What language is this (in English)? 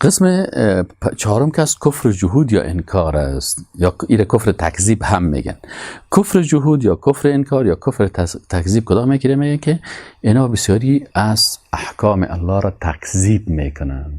Persian